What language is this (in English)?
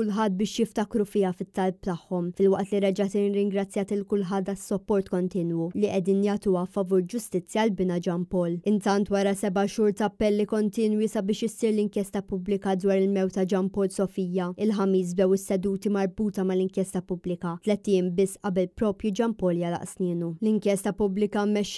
Maltese